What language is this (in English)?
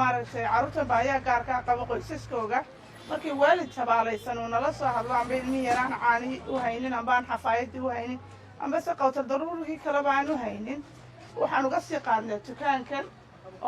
Somali